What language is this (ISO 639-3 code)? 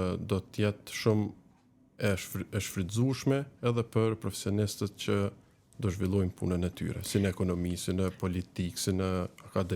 sqi